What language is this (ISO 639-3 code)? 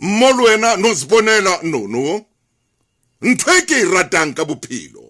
sot